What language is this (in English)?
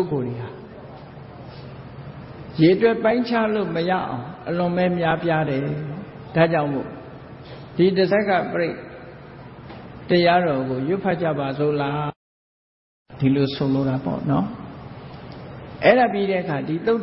Burmese